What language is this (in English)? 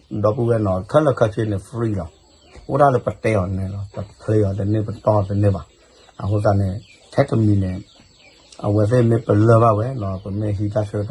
S'gaw Karen